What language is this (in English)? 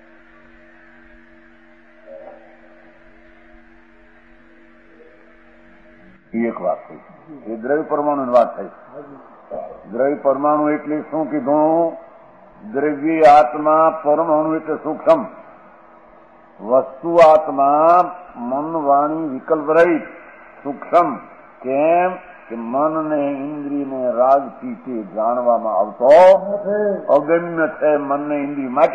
Gujarati